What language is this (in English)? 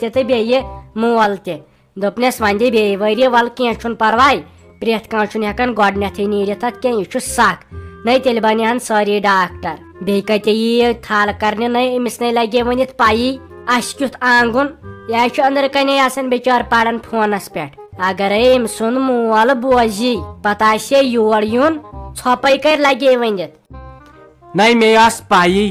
Kashmiri